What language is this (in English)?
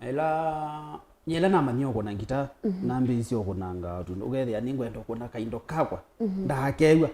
Kamba